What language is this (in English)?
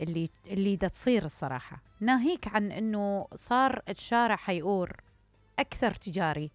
Mesopotamian Arabic